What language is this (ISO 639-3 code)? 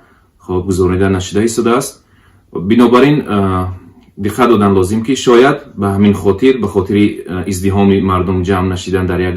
tgk